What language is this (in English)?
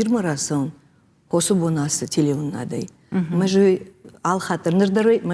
Ossetic